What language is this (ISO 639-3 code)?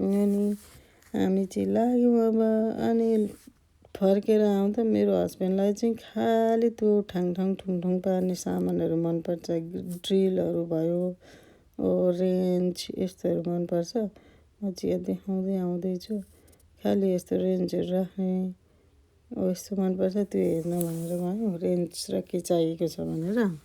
nep